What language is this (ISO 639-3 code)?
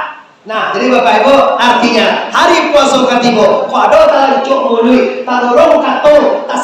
min